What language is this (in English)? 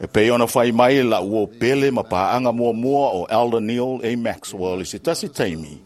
Samoan